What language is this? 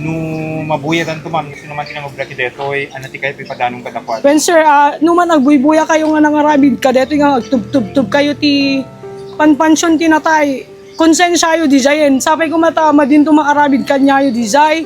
Iloko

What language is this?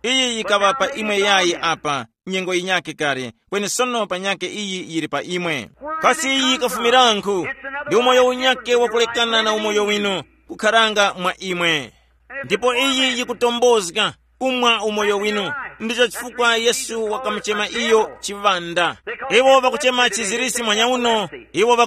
Tumbuka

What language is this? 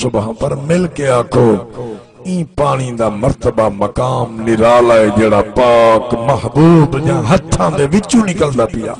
Saraiki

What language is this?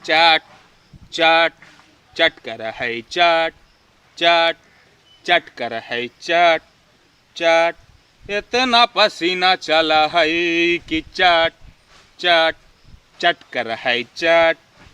Magahi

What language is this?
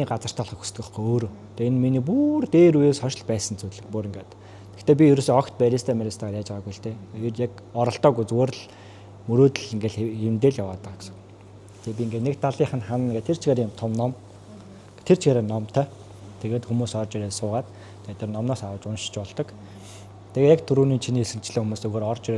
Mongolian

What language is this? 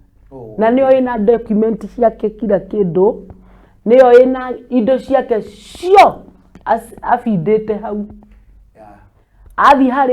Kikuyu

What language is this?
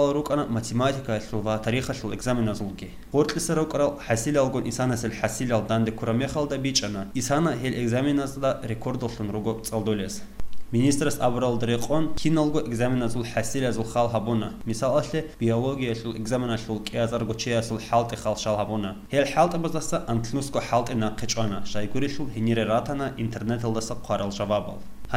Avaric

